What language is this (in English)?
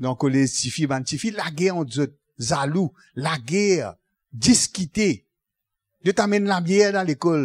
Morisyen